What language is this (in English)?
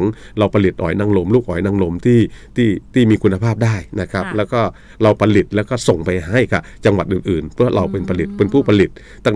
Thai